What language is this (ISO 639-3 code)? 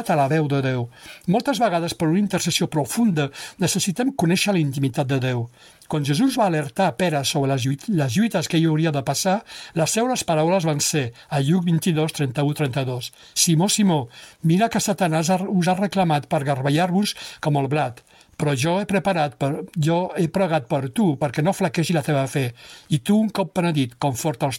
cat